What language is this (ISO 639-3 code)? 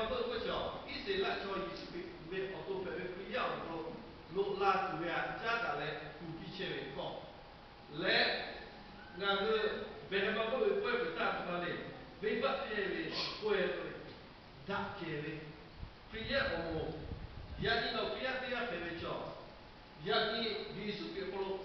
lhu